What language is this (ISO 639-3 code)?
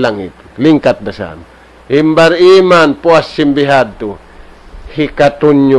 tsg